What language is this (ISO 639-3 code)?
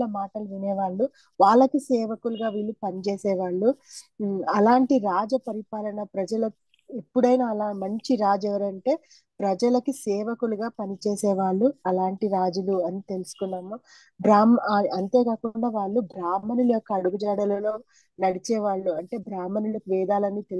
tel